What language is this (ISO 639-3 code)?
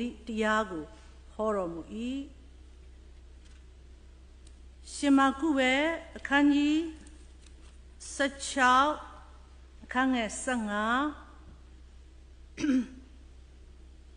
mya